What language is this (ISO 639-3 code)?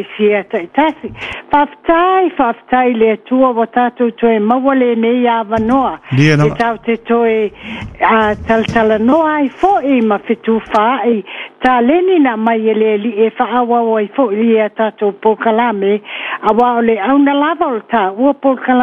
smo